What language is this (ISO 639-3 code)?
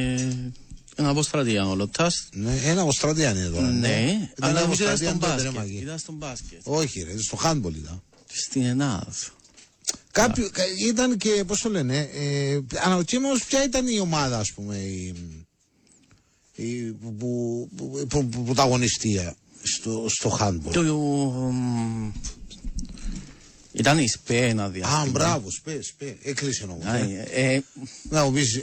ell